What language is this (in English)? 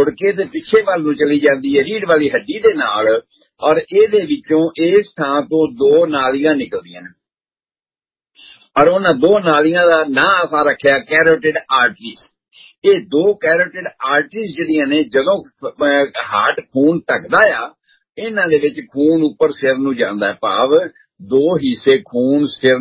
Punjabi